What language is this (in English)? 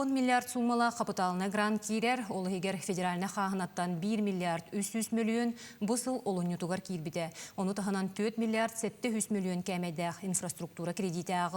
Yakut